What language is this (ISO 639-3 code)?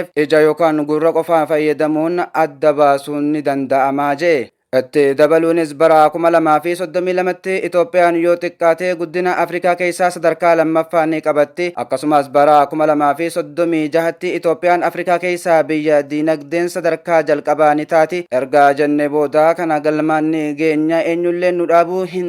orm